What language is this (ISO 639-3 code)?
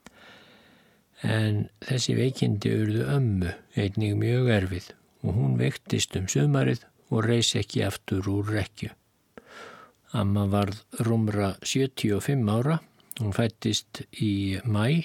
isl